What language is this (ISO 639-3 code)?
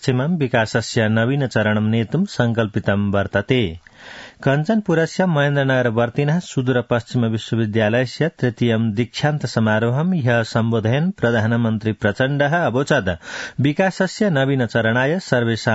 san